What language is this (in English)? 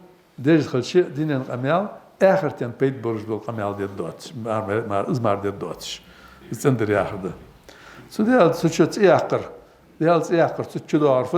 Ingush